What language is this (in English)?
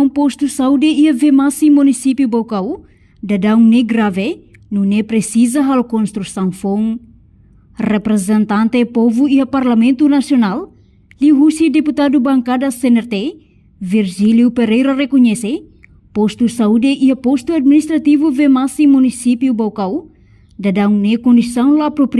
Tetum